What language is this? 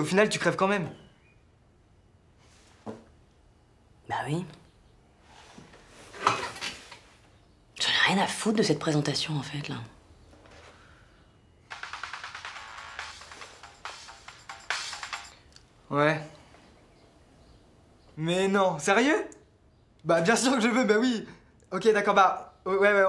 French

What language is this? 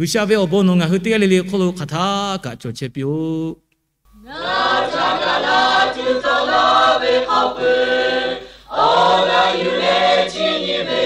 Lahu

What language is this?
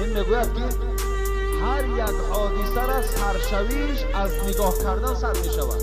Tajik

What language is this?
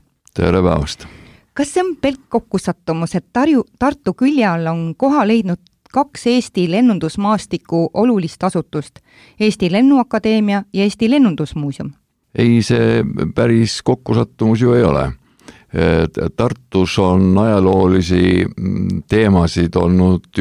Estonian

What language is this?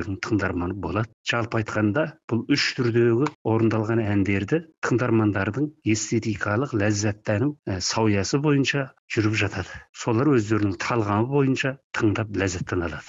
Kazakh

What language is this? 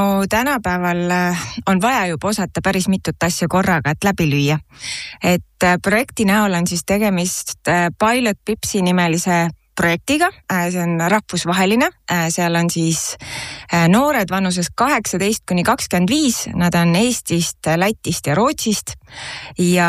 Estonian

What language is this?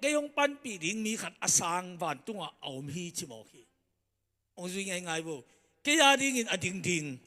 Tedim Chin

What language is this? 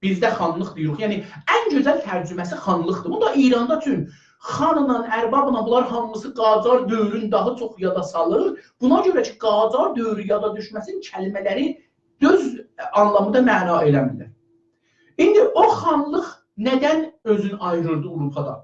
South Azerbaijani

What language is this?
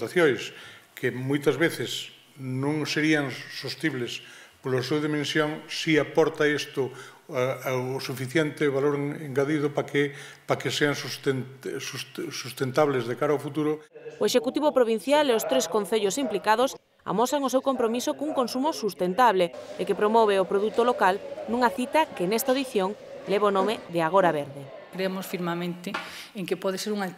Galician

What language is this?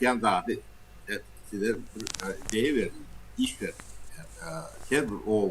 Turkmen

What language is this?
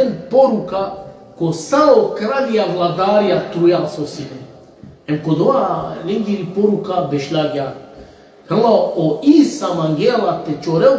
Balkan Romani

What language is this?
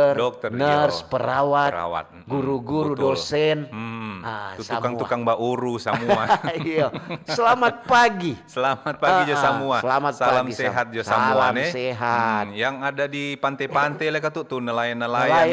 Manado Malay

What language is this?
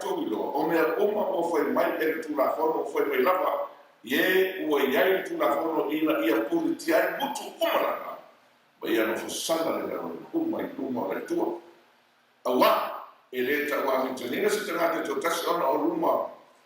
Samoan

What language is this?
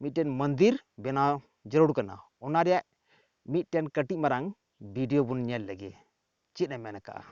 Santali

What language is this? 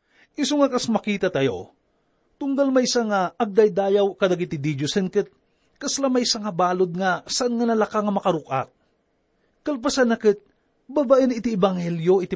Iloko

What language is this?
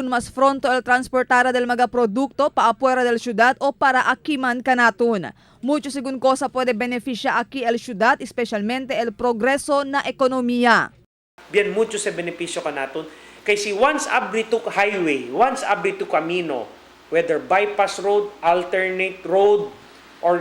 Chavacano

